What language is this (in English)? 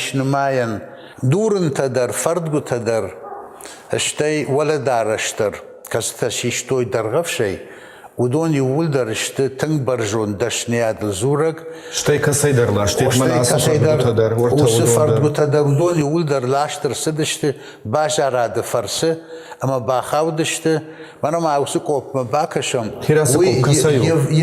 Ossetic